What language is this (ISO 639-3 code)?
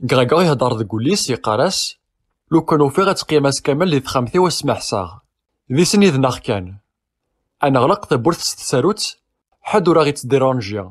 kab